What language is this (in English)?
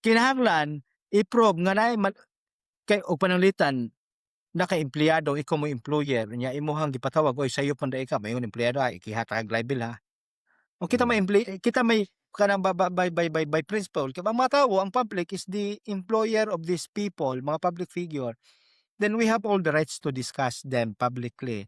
Cebuano